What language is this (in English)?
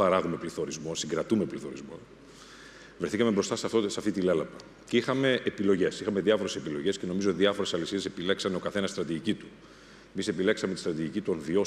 Greek